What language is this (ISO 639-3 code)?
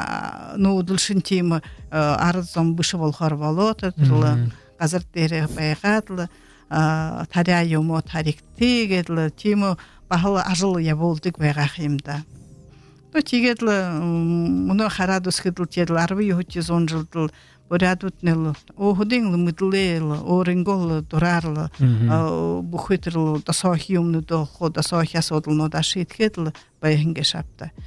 bua